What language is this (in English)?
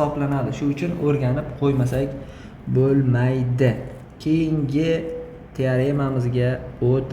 Uzbek